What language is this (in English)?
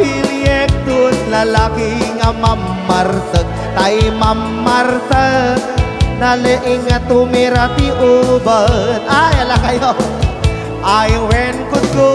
Iloko